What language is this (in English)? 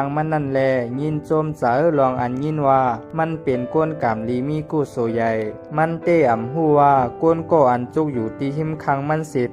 Shan